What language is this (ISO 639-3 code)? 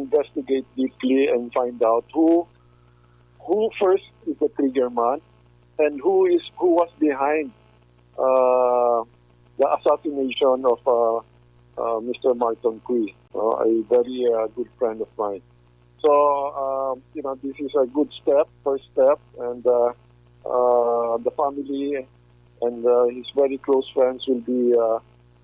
hil